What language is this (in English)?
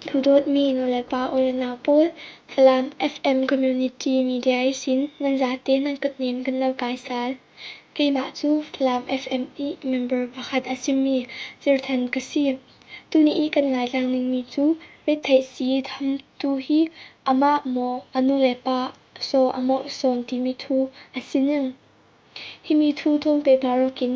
Falam Chin